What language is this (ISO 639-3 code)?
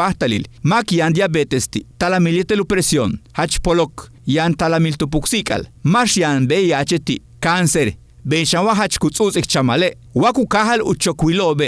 yua